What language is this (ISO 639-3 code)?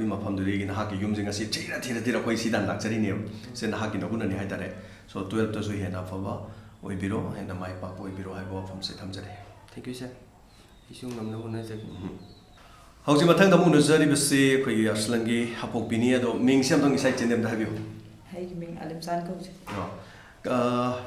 mni